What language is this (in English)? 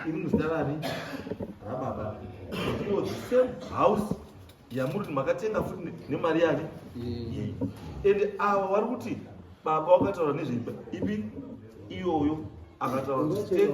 Shona